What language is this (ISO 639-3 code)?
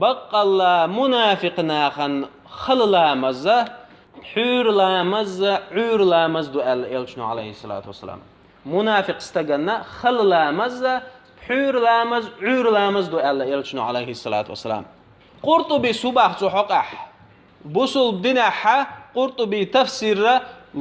che